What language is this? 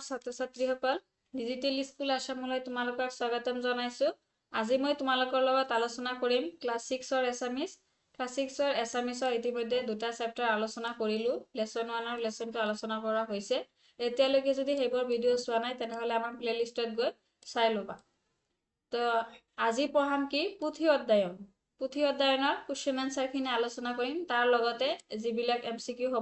Assamese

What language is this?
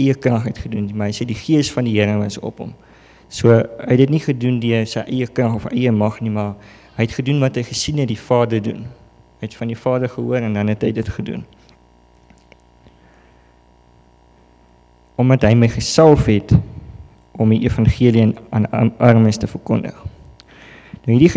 Afrikaans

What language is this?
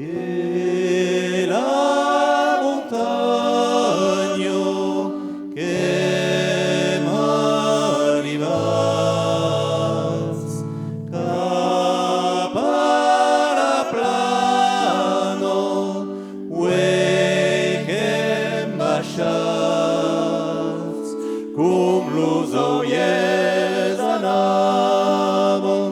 Occitan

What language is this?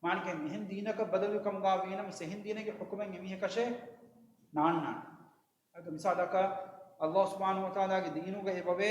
Divehi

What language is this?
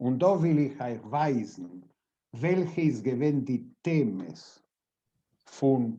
Yiddish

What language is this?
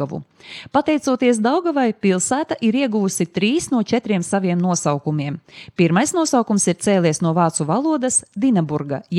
Latvian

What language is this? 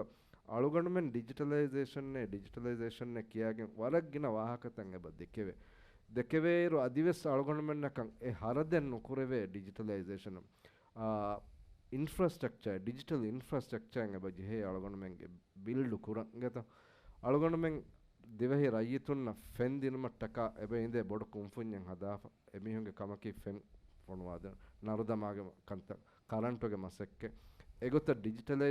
Divehi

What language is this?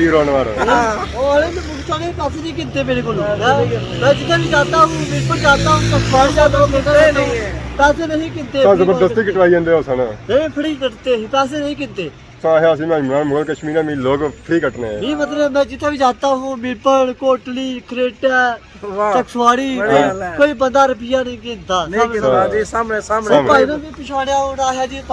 Pahari-Potwari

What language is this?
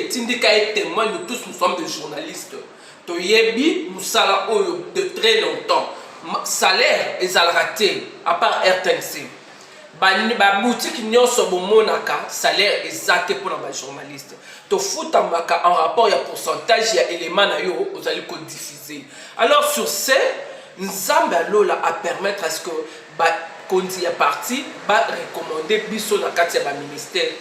Lingala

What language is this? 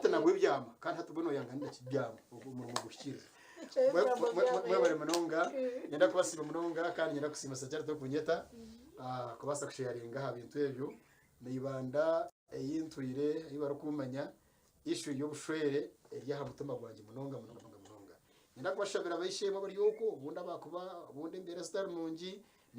Nyankole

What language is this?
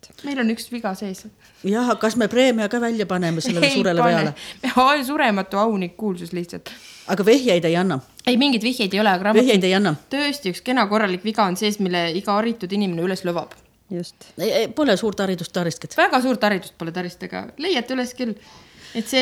Estonian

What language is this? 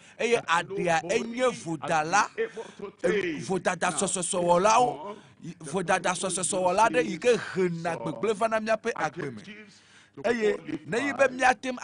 Ewe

